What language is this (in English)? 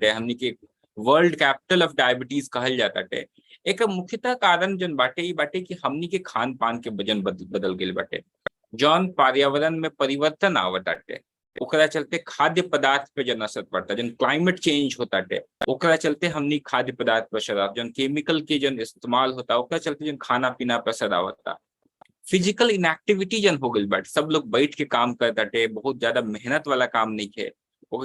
Bhojpuri